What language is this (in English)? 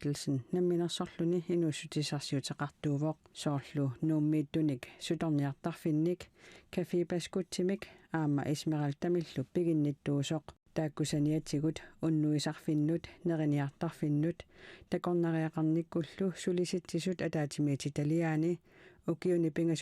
Kalaallisut